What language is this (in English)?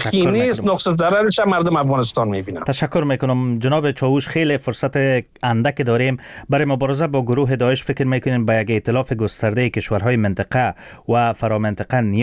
Persian